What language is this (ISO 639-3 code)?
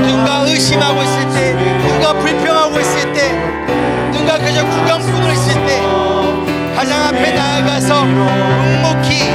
kor